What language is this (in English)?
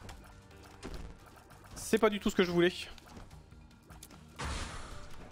French